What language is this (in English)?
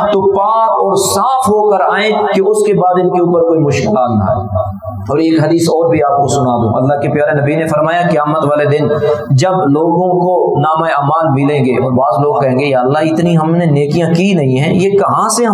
Urdu